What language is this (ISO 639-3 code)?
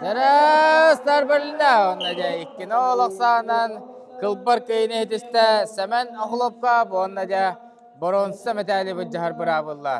sah